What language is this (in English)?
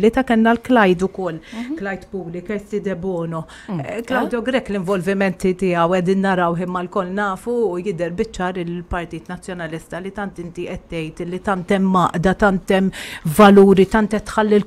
Maltese